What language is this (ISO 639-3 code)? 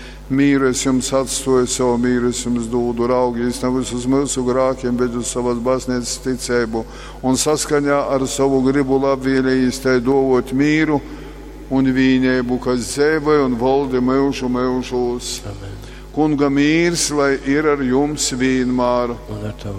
ltg